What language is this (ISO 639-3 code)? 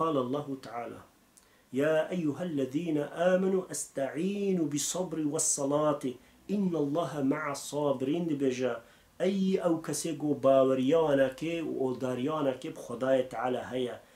kur